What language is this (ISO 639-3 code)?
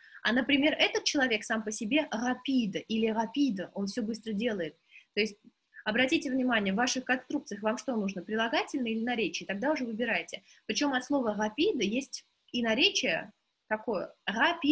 rus